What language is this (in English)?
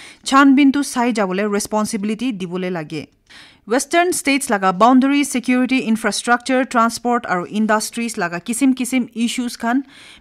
Naga Pidgin